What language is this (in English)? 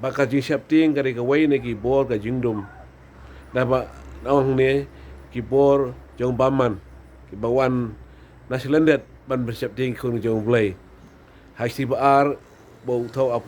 Khasi